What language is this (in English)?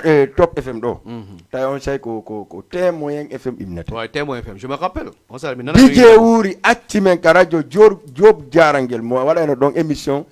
Fula